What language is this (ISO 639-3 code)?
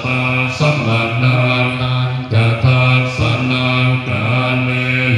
pli